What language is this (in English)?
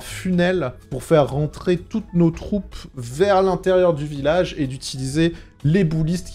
French